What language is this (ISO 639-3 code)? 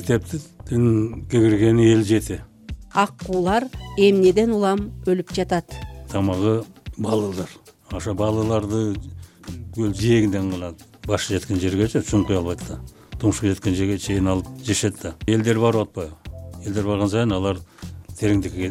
kir